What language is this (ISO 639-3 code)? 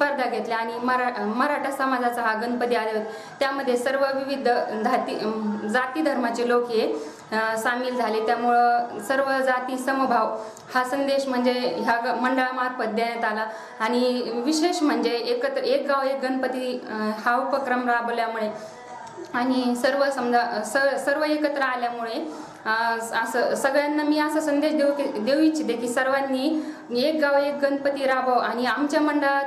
mar